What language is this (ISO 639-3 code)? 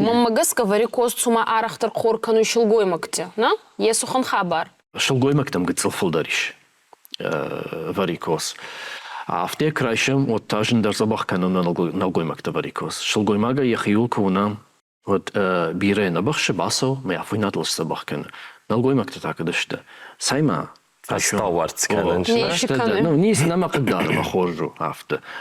oss